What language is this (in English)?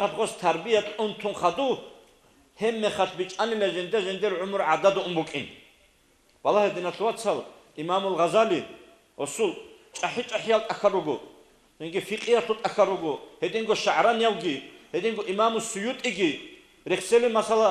Avaric